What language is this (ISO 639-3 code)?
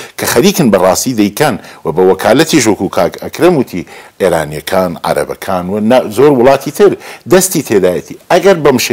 ckb